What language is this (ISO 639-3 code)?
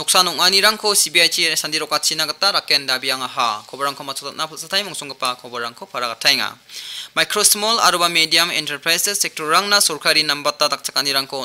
grt